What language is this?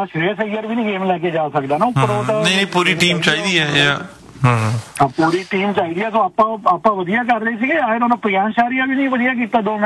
Punjabi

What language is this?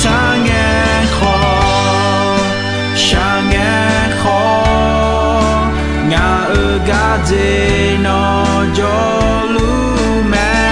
Akha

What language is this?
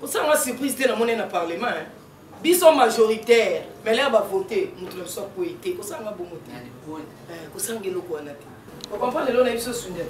Lingala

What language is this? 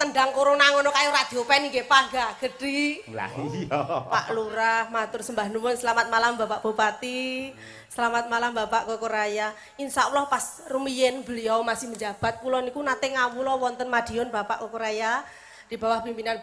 Javanese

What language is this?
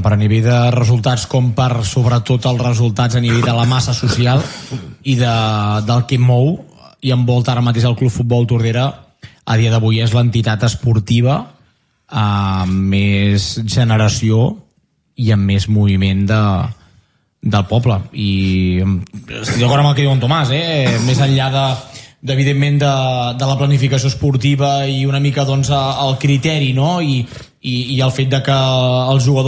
Catalan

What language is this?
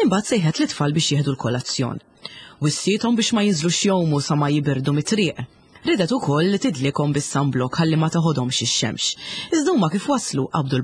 Maltese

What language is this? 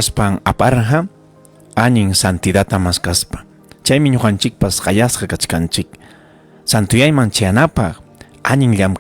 Ayacucho Quechua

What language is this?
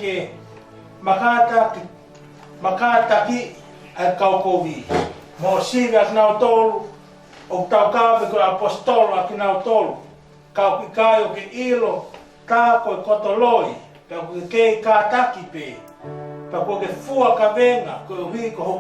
Tongan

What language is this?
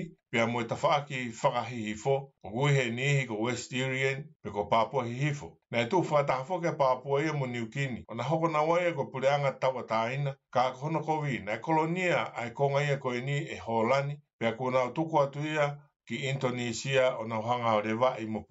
Tongan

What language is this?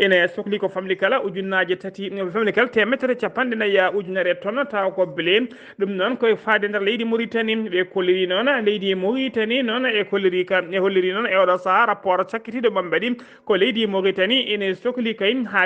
Fula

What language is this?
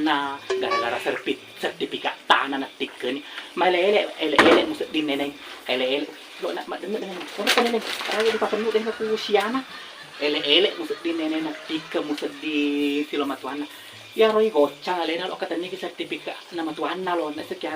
Buginese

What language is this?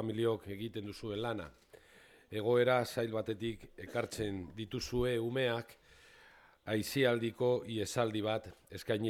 Basque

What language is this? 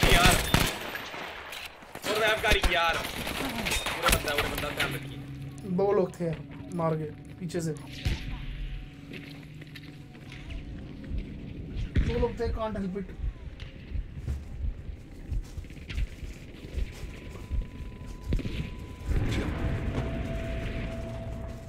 Hindi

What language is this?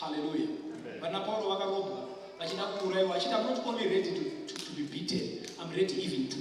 Shona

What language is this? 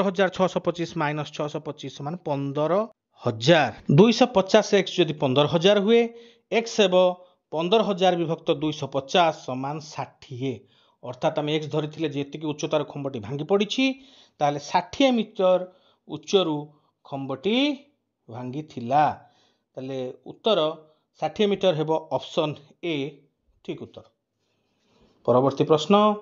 Odia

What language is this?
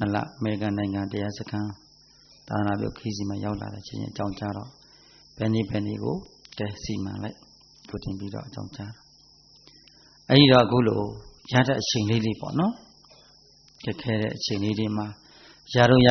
Burmese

